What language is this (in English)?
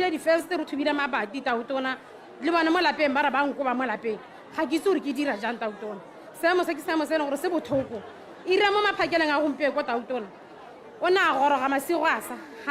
Tswana